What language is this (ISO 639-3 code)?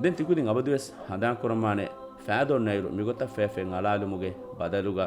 div